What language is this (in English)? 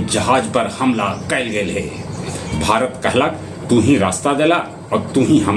Magahi